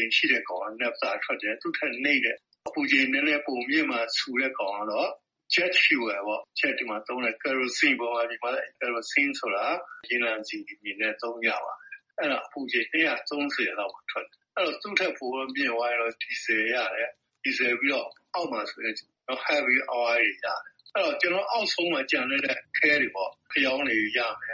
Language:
Burmese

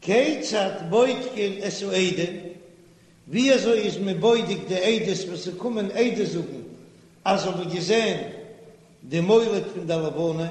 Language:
Yiddish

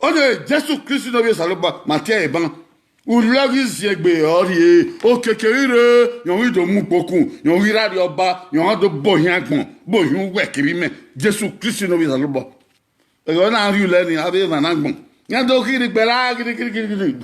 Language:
Bini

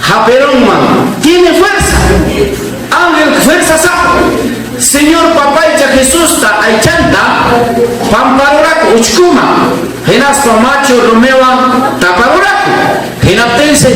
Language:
Ayacucho Quechua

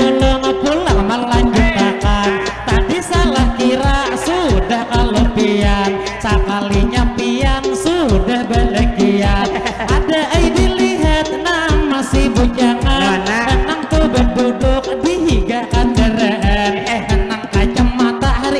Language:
Banjar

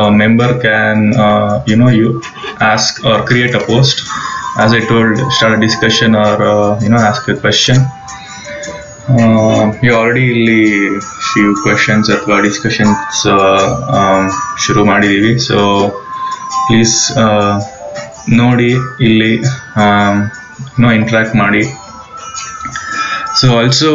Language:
Kannada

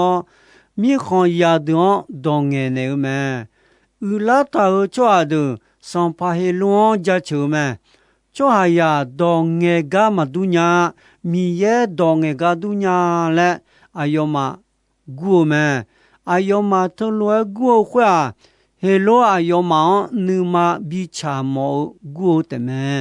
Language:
Akha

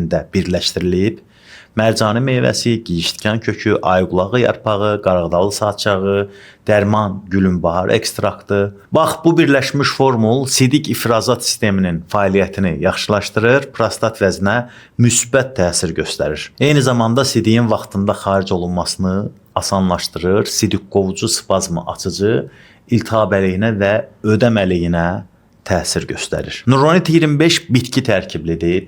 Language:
Azerbaijani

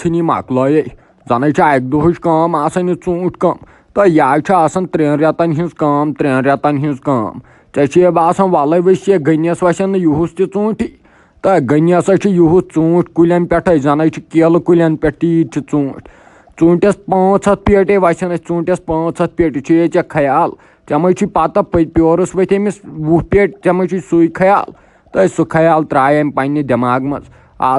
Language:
Kashmiri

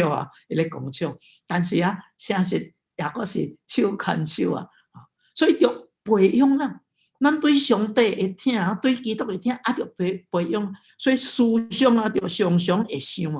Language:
Min Nan Chinese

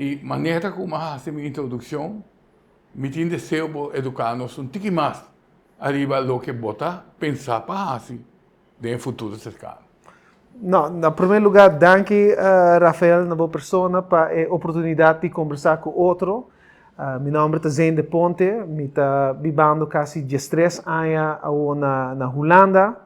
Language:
Papiamento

